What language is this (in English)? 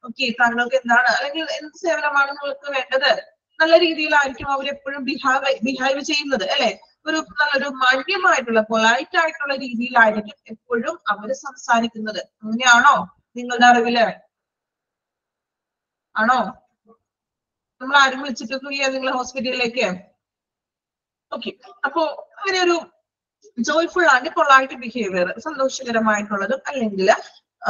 Malayalam